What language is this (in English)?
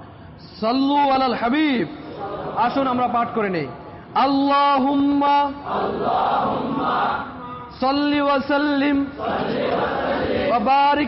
Bangla